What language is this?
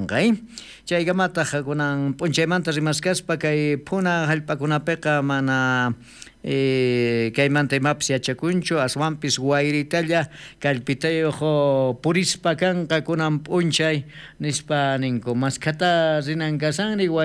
South Bolivian Quechua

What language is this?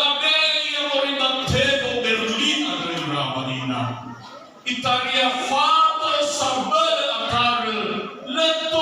Nias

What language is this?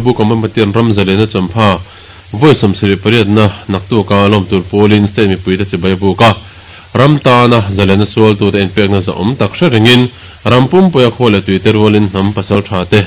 Mizo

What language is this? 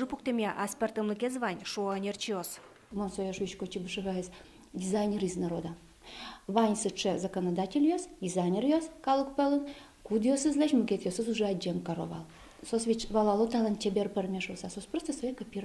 Udmurt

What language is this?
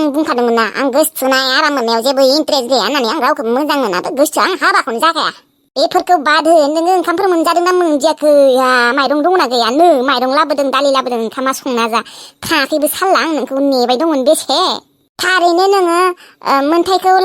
Bodo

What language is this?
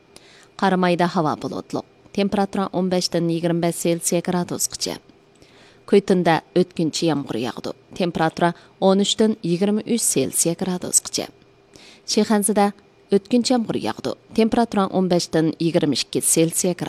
Uyghur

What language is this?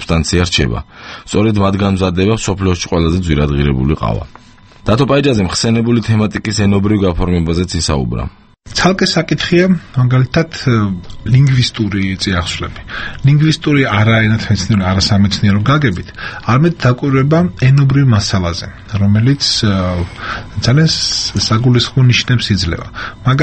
Georgian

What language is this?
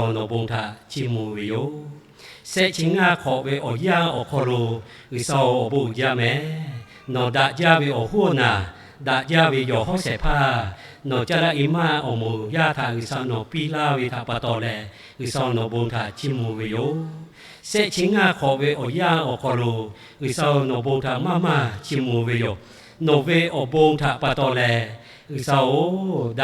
Lahu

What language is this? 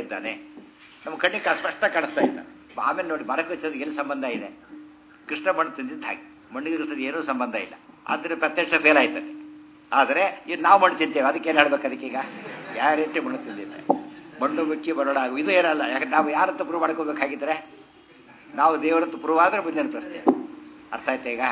Kannada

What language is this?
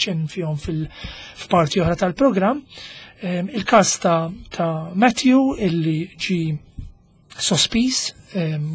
Maltese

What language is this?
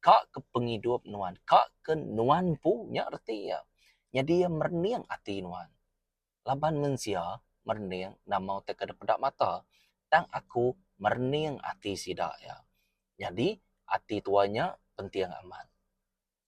Iban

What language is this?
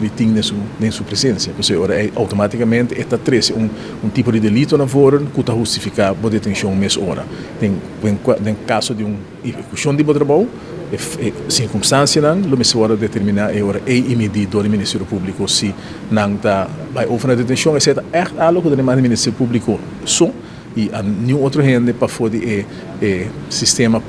Papiamento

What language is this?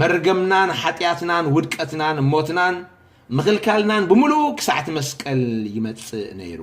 Tigrinya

